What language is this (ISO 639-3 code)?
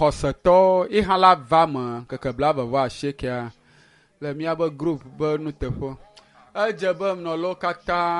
ewe